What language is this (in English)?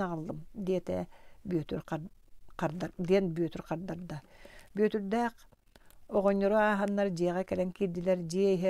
Yakut